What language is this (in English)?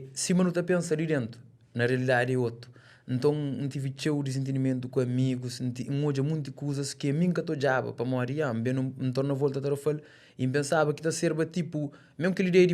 Kabuverdianu